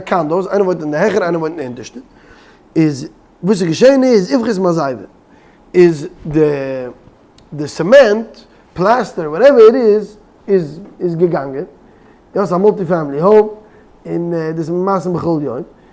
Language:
Yiddish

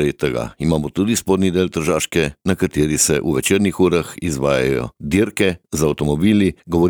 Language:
Slovenian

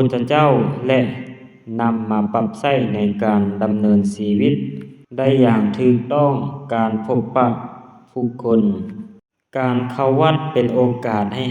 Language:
Lao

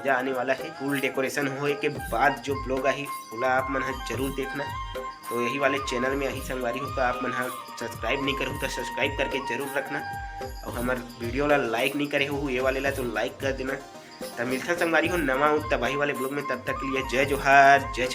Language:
Chhattisgarhi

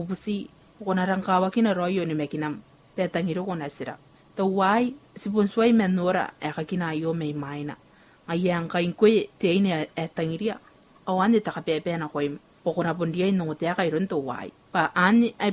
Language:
Gilbertese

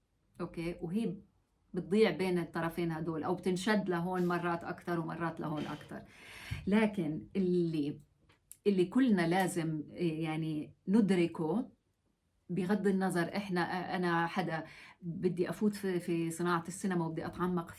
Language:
North Levantine Arabic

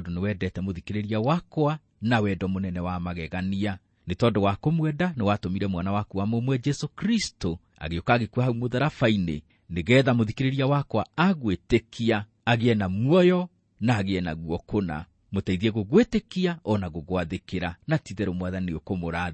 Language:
Kikuyu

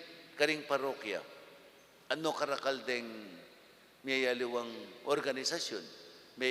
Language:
Pampanga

